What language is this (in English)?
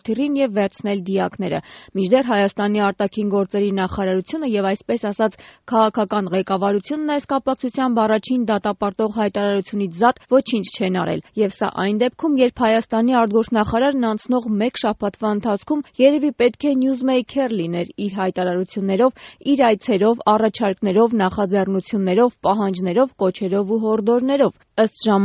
Armenian